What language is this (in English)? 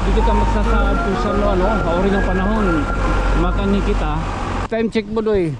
Waray